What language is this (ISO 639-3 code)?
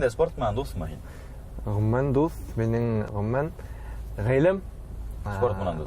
bak